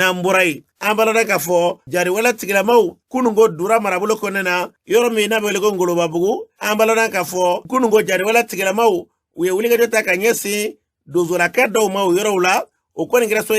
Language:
Bambara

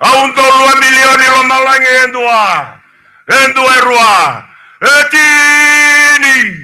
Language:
Fijian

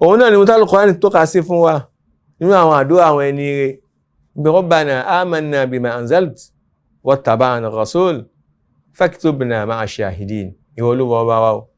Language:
Yoruba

